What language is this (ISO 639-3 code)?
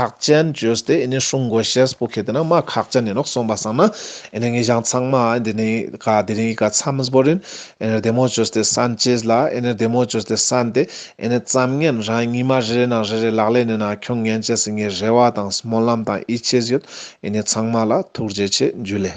lbj